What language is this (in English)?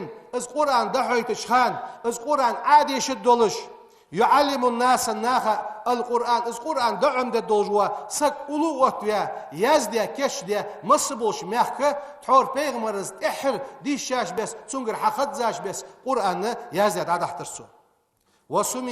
Ingush